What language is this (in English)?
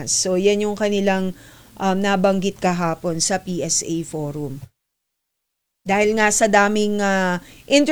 Filipino